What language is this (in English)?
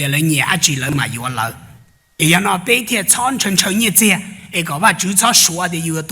Hmong